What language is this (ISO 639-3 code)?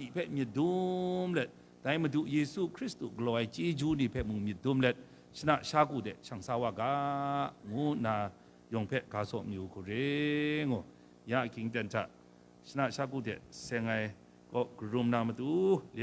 kac